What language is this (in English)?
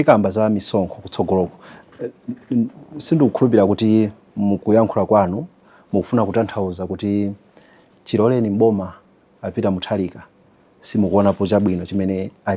Nyanja